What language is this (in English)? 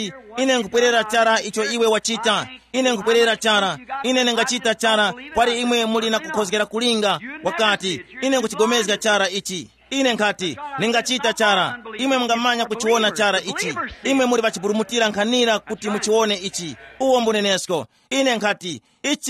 Tumbuka